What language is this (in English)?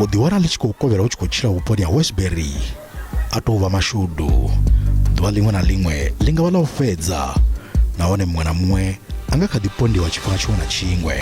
Venda